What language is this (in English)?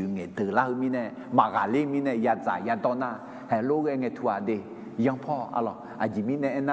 Akha